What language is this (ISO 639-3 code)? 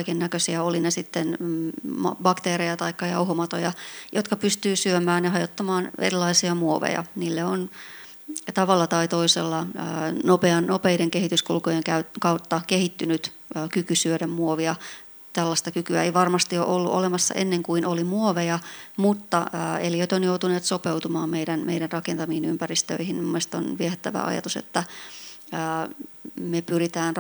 fin